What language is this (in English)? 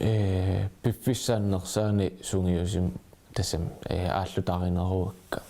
Kalaallisut